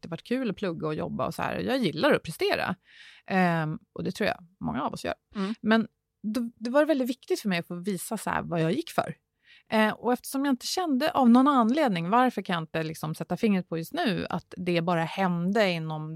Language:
Swedish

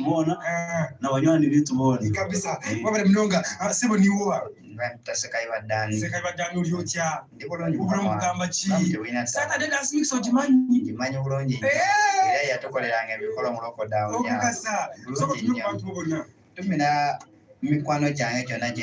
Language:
Nyankole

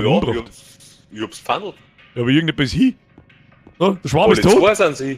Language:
Bavarian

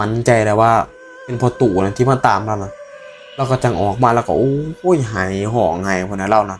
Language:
Northeastern Thai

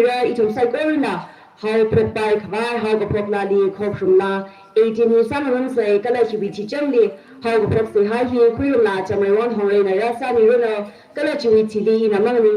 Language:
Tangkhul Naga (India)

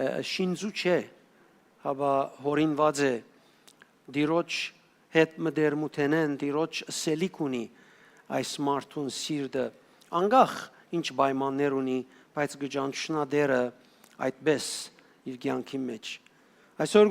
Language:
Western Armenian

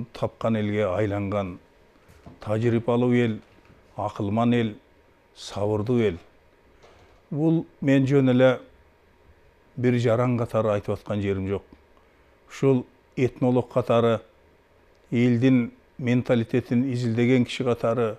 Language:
Kyrgyz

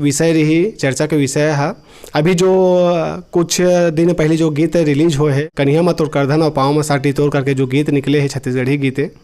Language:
Chhattisgarhi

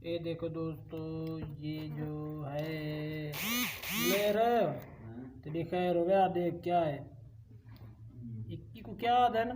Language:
Saraiki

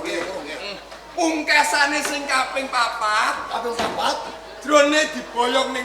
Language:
Javanese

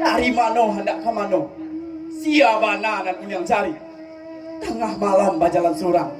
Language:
Minangkabau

